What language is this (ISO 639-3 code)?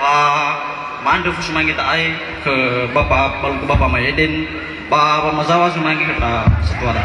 nia